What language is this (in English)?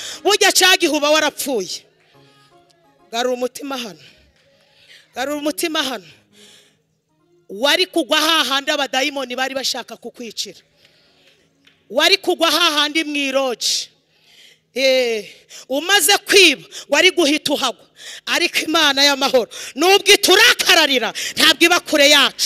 Kinyarwanda